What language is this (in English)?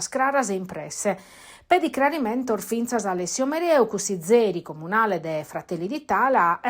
Sardinian